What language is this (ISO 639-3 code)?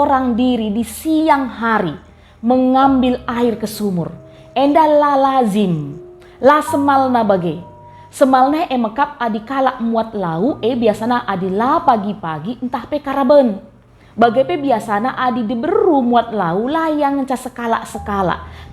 btx